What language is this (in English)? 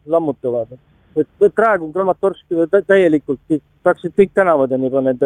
Estonian